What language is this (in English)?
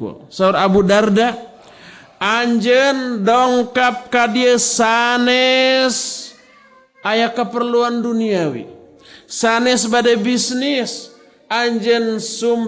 Sundanese